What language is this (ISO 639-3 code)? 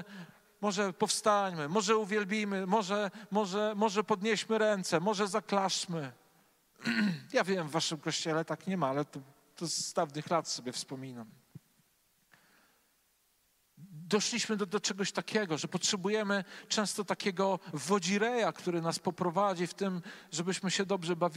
pol